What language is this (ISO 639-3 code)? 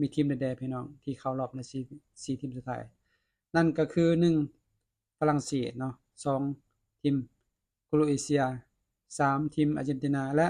lao